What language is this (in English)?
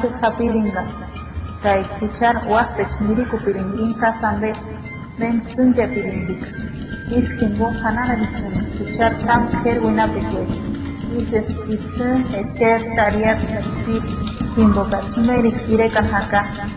Purepecha